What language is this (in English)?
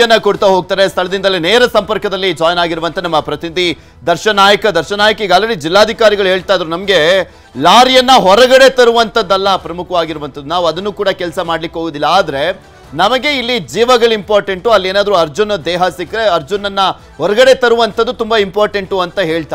Kannada